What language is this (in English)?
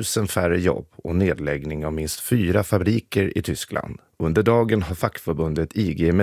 Swedish